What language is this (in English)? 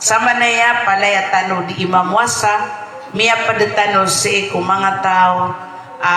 Maranao